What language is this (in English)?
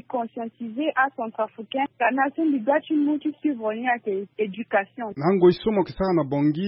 Sango